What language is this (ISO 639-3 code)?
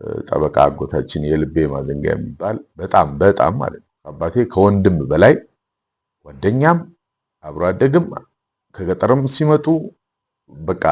amh